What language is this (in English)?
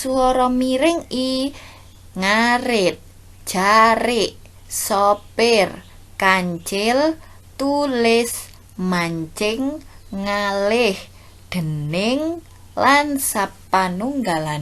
Javanese